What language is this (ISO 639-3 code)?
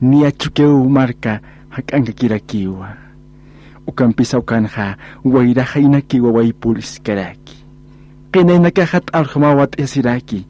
aym